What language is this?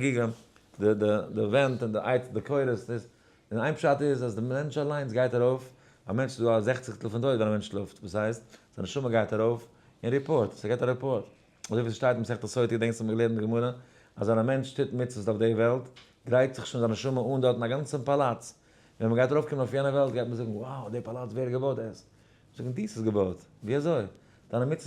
Yiddish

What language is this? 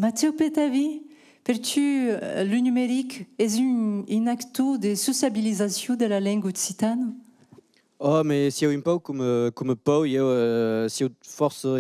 Occitan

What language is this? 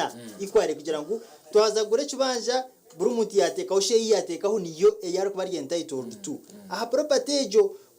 Nyankole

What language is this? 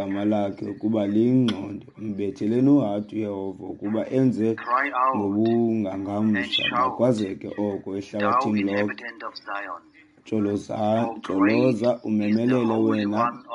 Xhosa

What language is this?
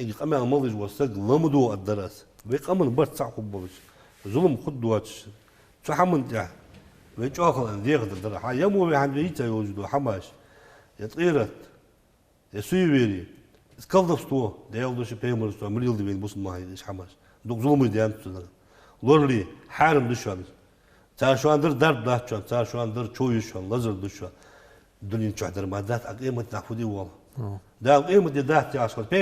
Ingush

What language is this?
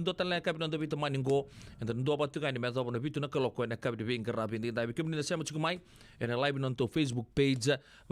Fijian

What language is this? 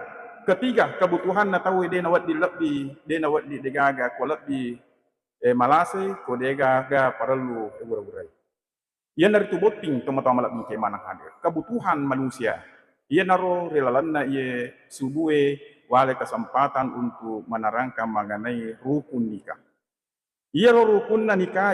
Buginese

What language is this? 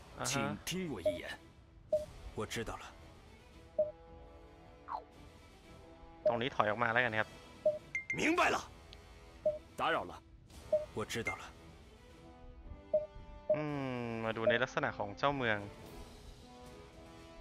Thai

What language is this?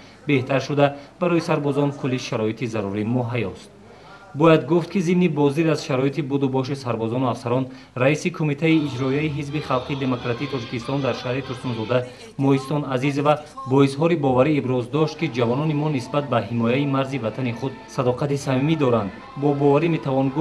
Tajik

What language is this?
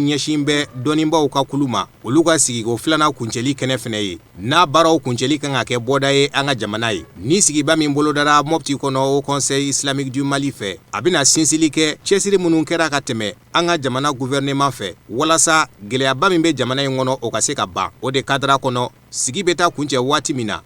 Bambara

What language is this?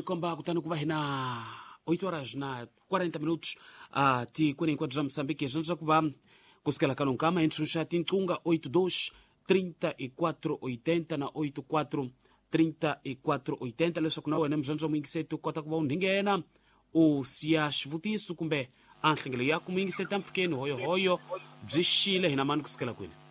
Tsonga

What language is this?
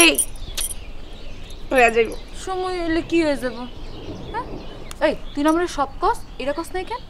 Bangla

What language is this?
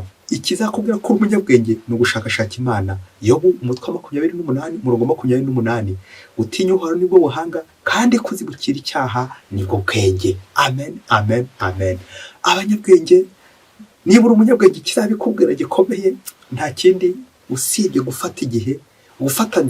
Kinyarwanda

